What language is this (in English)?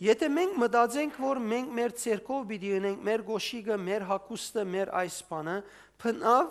Western Armenian